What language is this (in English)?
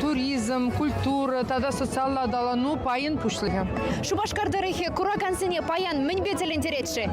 Chuvash